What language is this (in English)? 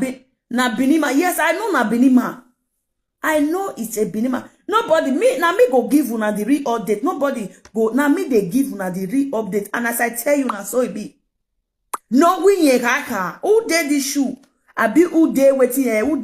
Nigerian Pidgin